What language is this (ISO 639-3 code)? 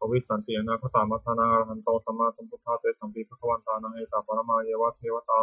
pli